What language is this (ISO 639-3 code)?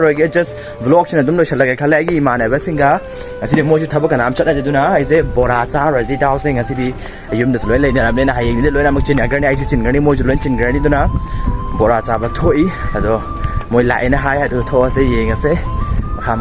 mni